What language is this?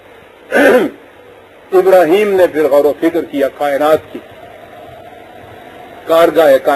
Urdu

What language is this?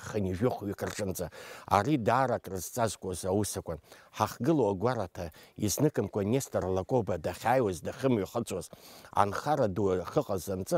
Abkhazian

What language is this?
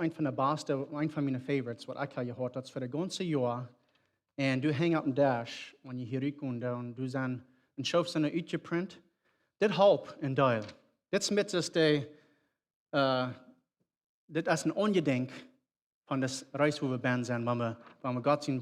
Plautdietsch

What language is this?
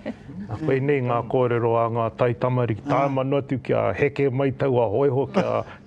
Māori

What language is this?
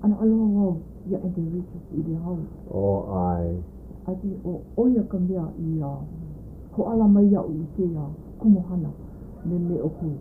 Hawaiian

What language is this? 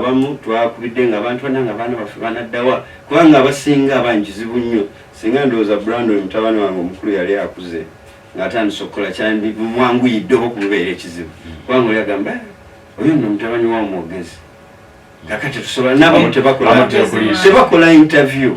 Ganda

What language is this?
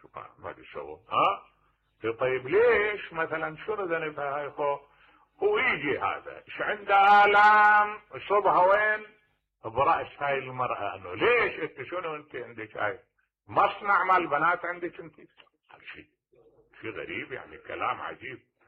Mesopotamian Arabic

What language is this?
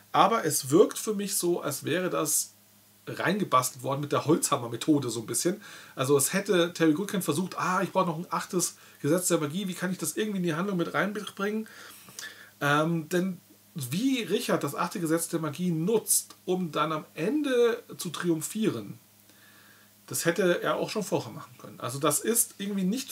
German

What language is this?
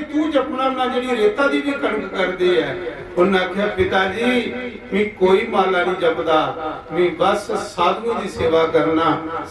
Dogri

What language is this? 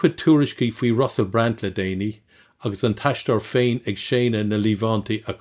Irish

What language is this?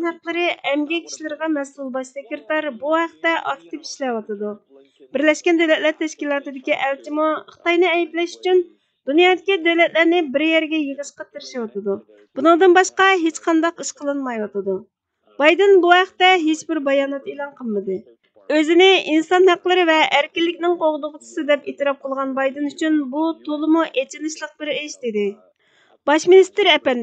Uyghur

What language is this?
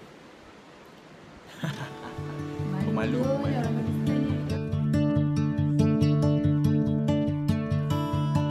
Malay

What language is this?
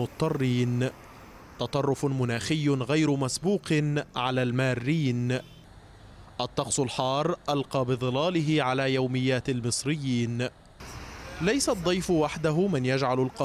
Arabic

